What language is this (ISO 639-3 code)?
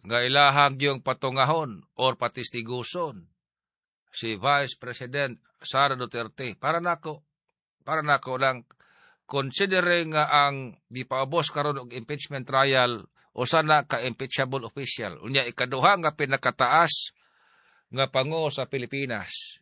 ceb